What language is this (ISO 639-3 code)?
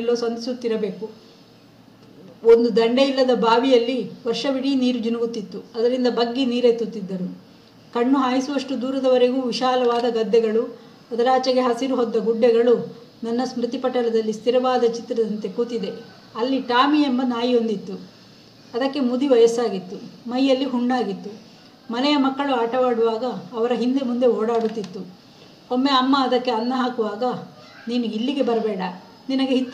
kan